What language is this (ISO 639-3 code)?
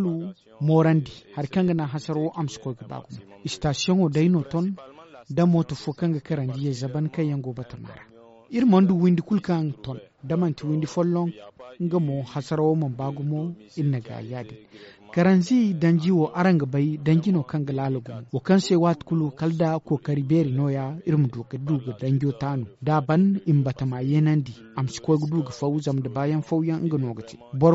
dje